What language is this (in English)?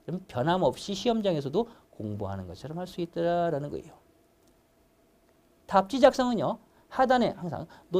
Korean